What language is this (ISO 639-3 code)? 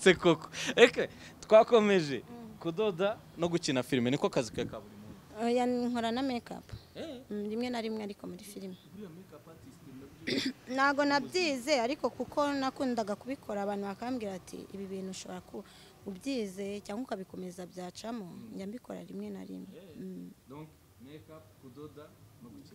kin